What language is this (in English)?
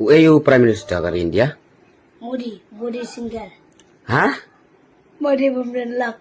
Khasi